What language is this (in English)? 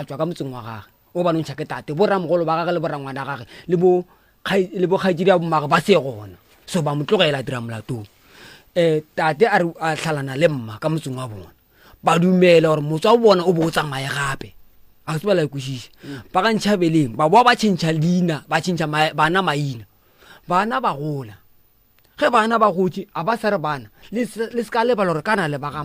Northern Sotho